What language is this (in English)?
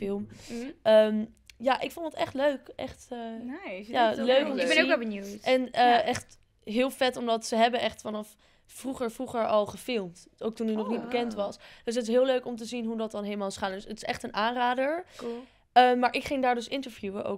Dutch